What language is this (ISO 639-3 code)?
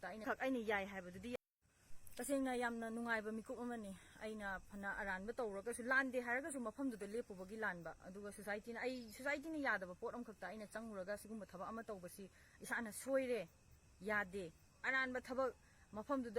mni